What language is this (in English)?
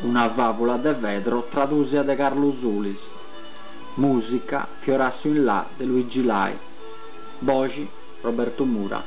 Sardinian